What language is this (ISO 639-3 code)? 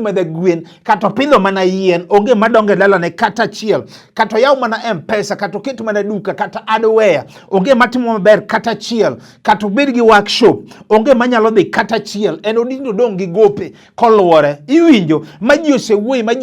luo